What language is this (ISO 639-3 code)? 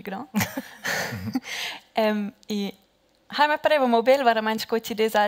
roh